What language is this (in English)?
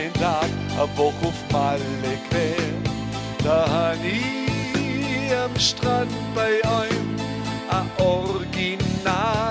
Swabian